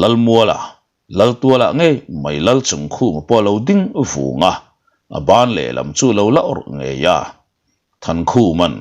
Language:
Mizo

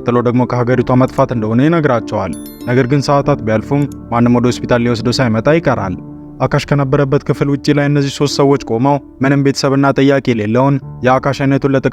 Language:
Amharic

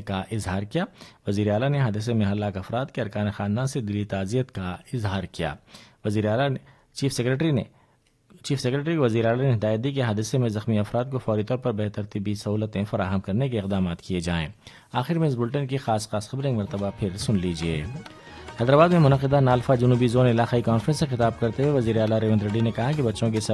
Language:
Urdu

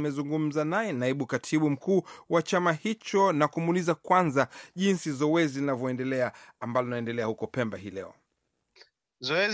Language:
Swahili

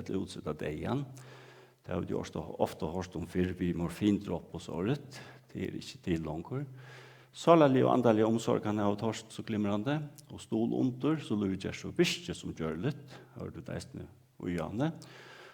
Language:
Faroese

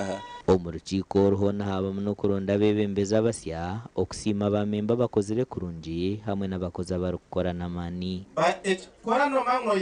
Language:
Nyankole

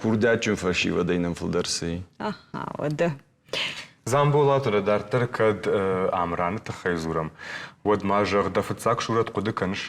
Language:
Ossetic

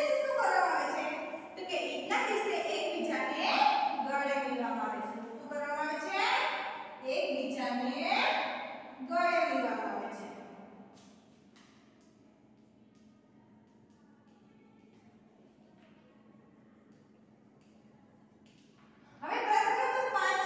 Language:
Gujarati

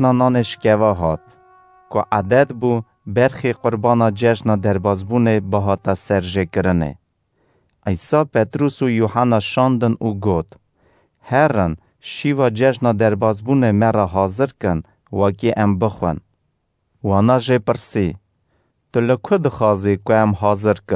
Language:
Kurdish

